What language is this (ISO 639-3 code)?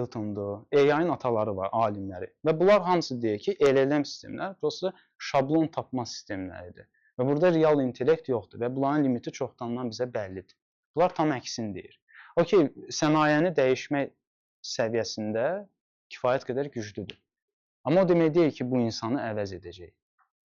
aze